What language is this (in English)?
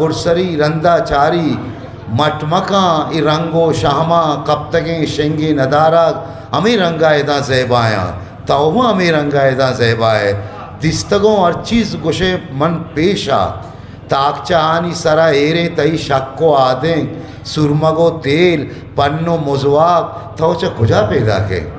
Eastern Balochi